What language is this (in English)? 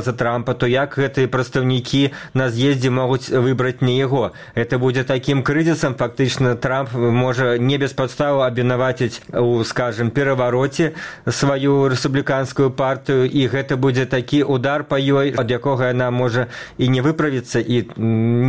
Belarusian